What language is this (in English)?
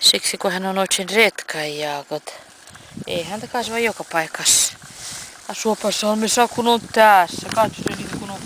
Karelian